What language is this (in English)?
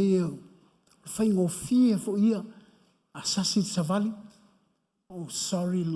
Samoan